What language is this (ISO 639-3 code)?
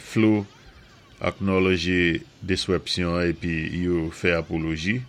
acf